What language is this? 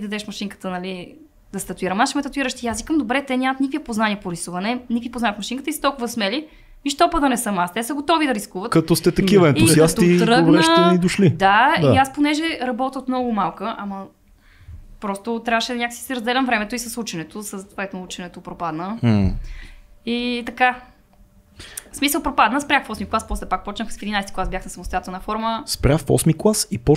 Bulgarian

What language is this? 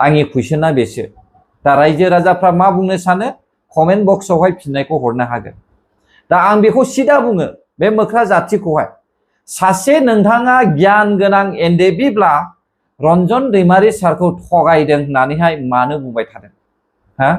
Bodo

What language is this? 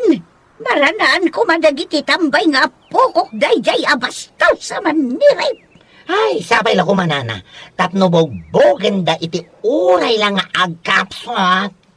Iloko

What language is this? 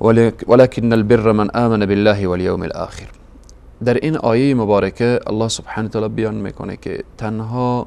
Persian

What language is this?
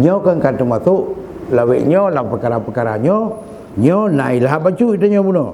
Achinese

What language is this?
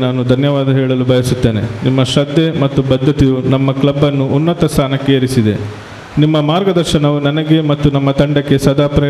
Kannada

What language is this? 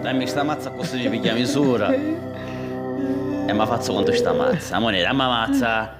Sicilian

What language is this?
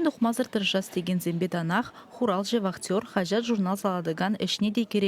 Chuvash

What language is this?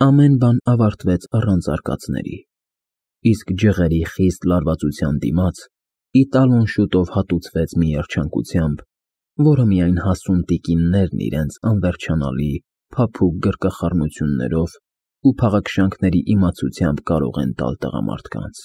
Armenian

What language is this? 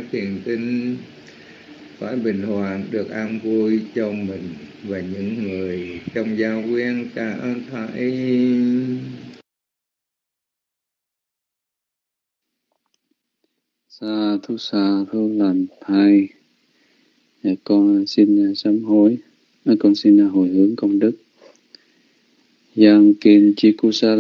Vietnamese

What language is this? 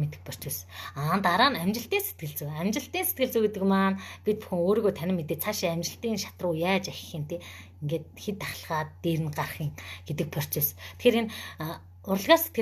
Mongolian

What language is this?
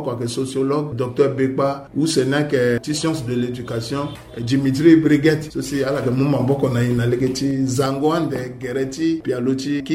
Sango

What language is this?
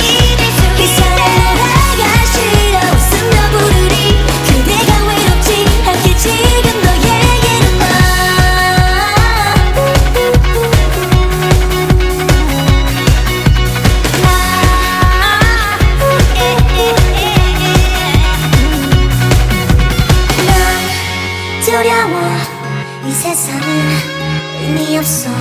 Korean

